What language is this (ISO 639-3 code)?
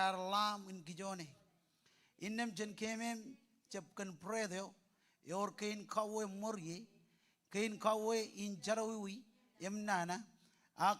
mah